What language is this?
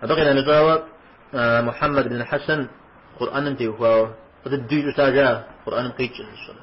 Kabardian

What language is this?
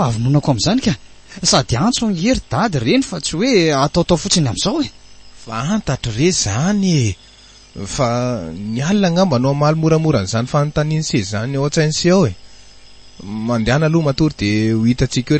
Malagasy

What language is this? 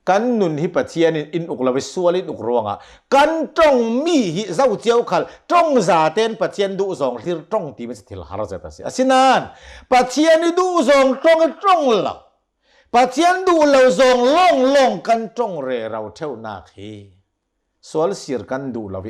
Hakha Chin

